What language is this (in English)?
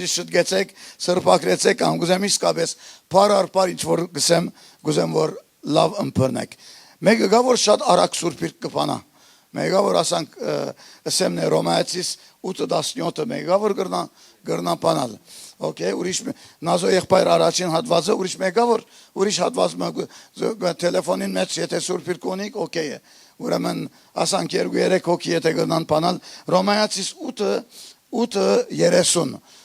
Western Armenian